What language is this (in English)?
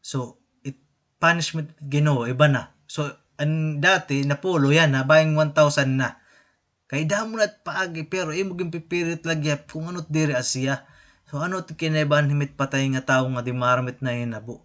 Waray